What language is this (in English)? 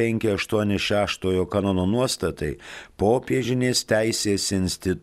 Lithuanian